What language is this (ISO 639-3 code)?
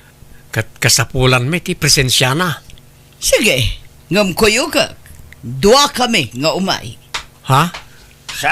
ilo